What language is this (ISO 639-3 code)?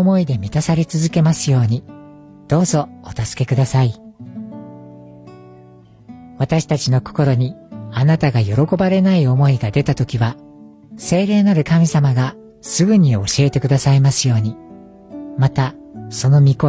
jpn